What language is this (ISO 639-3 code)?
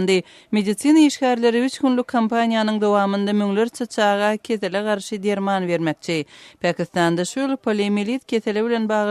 tuk